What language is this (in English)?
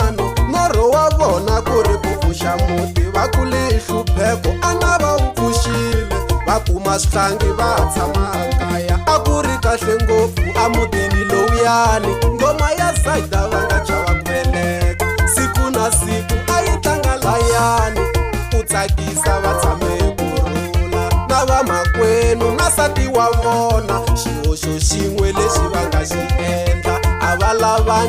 Tsonga